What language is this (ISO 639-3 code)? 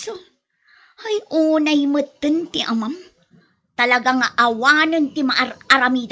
ilo